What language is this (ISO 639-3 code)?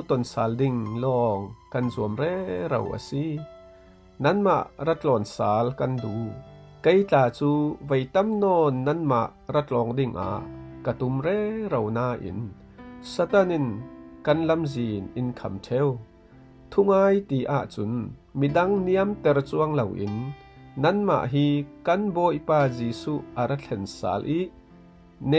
cfm